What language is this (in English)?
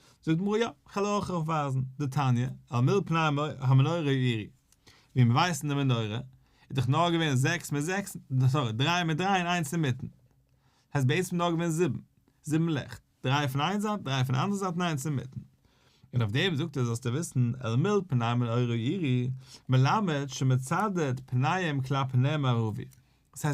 Yiddish